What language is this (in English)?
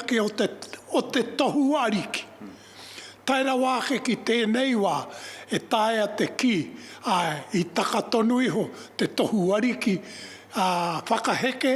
Māori